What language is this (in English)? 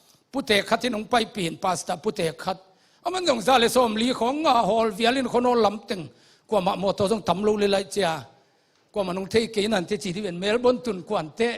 Tedim Chin